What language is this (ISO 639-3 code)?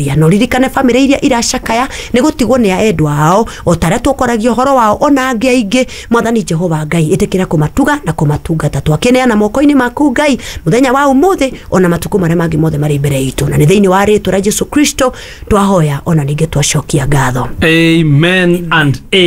kik